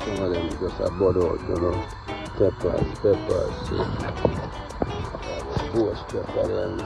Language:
Jamaican Creole English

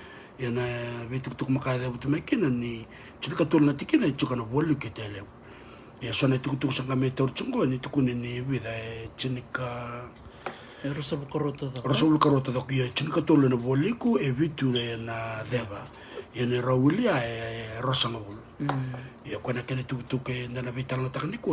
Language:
Fijian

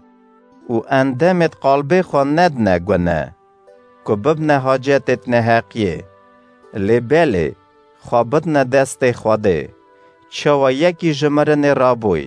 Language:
Kurdish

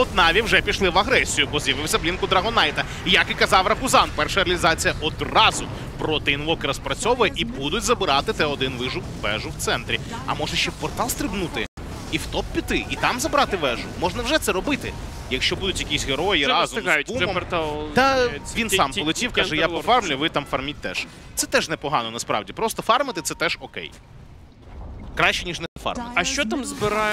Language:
Ukrainian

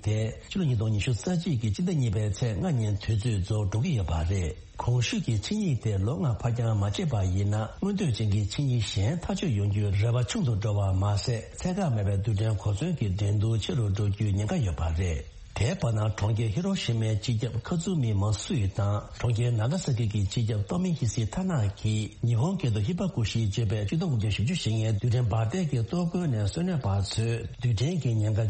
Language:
Tibetan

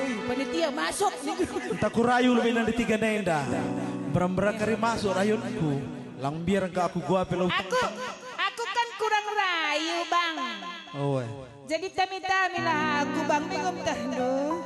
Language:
Batak Karo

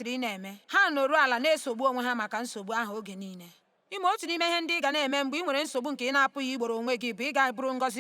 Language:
Igbo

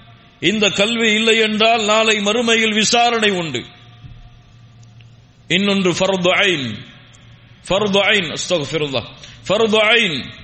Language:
Tamil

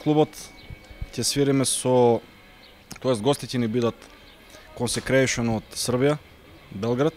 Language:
Macedonian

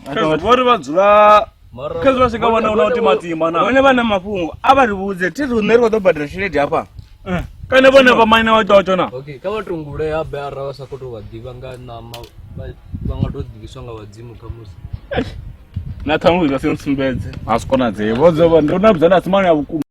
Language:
Venda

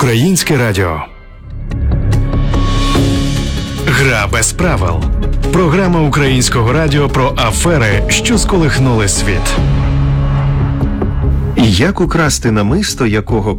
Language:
Ukrainian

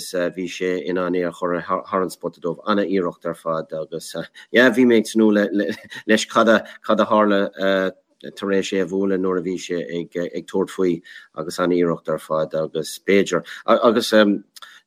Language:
Irish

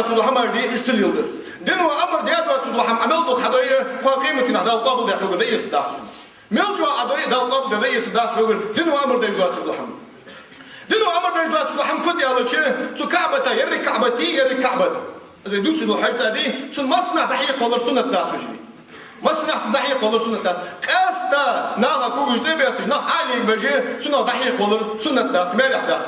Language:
Ingush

